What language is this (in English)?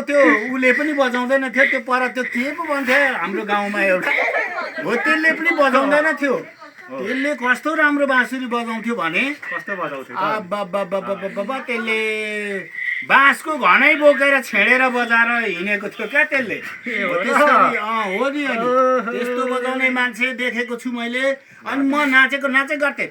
Nepali